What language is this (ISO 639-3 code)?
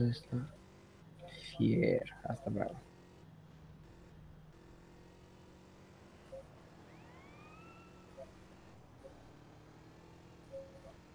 ron